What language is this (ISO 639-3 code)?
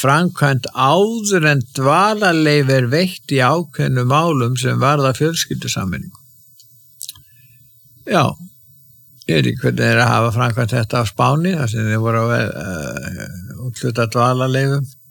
isl